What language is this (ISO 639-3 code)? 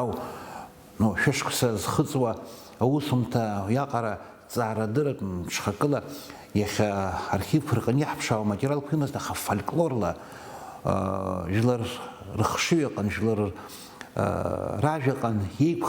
abk